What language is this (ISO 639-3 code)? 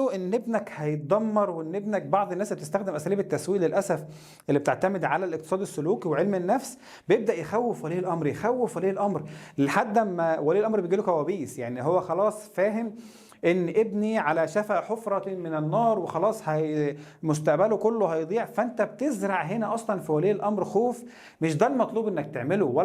arz